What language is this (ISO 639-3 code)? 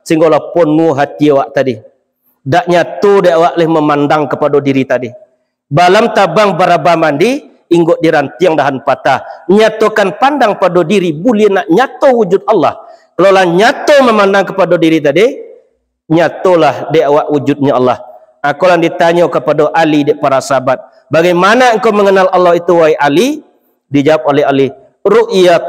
min